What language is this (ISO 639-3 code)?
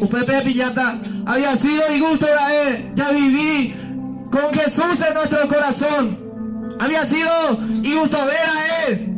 grn